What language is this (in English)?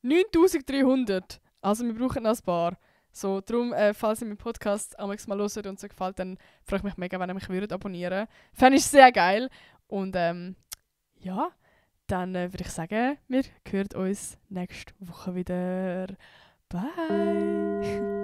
Swiss German